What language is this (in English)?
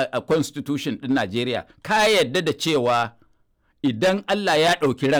Hausa